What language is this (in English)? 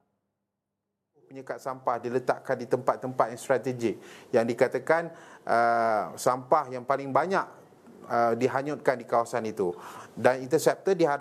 Malay